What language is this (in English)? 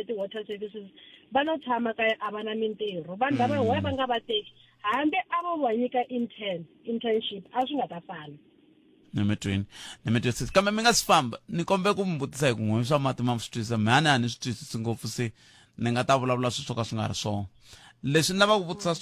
Tsonga